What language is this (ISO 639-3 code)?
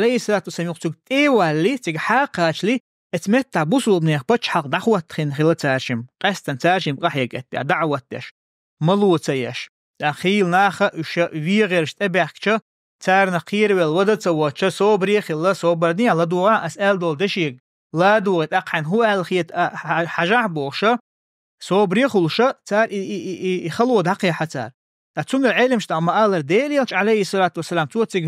che